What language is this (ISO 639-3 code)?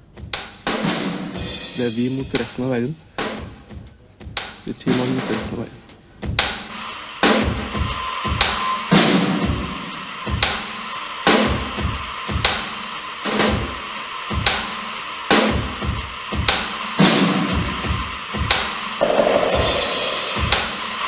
nor